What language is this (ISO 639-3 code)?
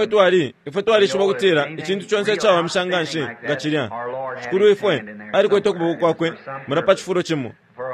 bem